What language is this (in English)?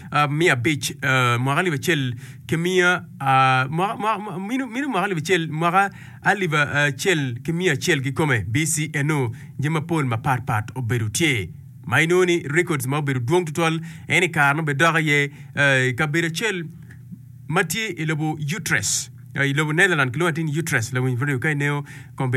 Acoli